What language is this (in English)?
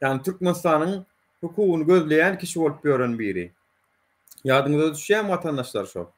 Turkmen